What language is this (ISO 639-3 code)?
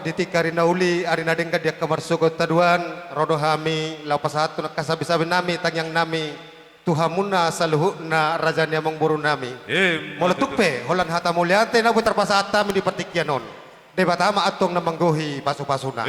bbc